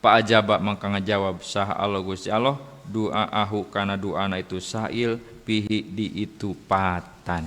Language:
Sundanese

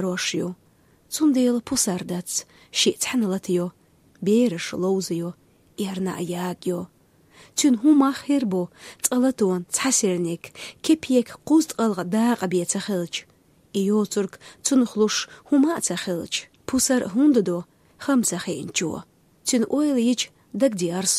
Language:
Chechen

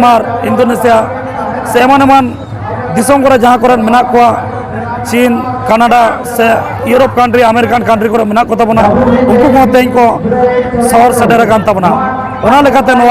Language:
Santali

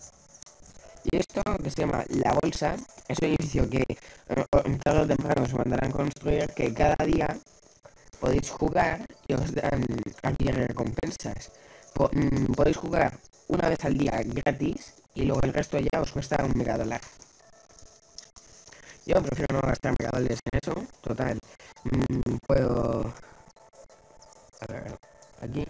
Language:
Spanish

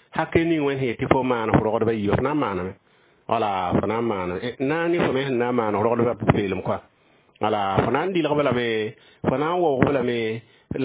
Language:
Mossi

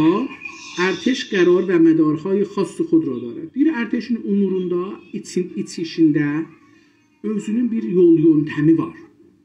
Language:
South Azerbaijani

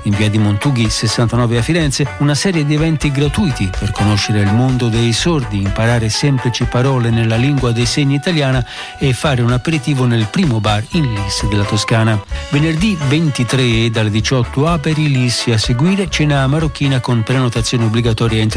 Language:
Italian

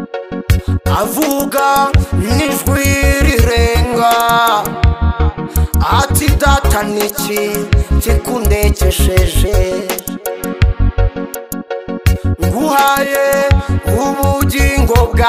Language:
Kinyarwanda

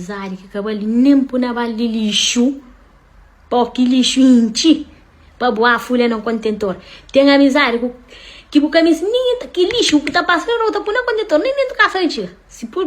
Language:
Kabuverdianu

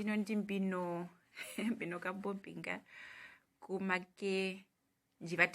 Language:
Herero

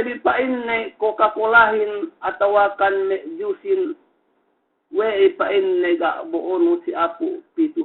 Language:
Yakan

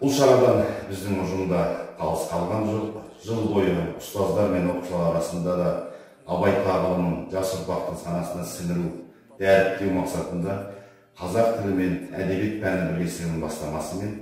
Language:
Kazakh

